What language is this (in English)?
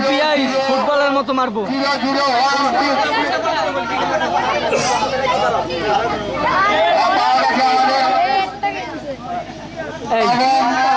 Bangla